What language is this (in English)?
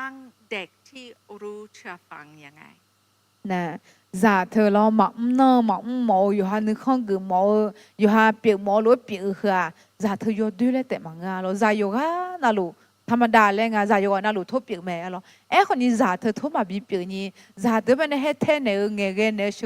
Akha